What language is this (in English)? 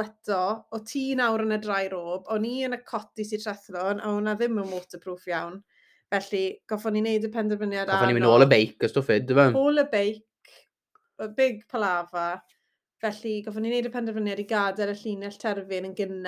Welsh